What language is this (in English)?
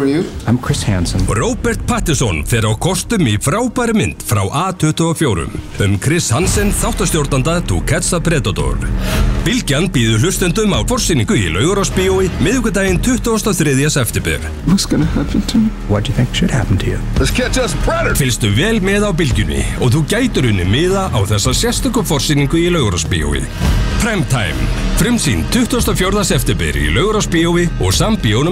Icelandic